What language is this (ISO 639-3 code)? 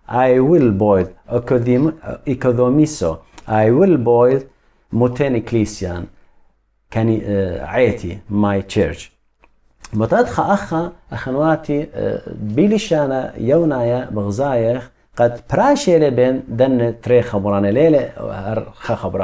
aii